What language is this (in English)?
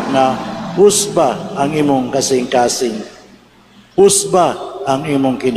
Cebuano